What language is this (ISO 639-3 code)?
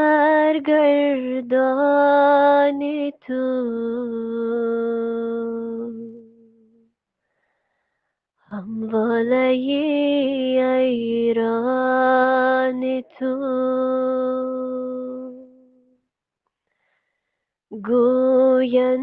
fas